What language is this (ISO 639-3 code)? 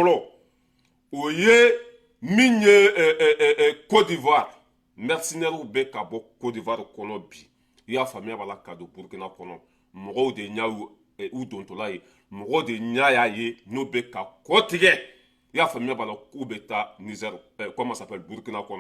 bam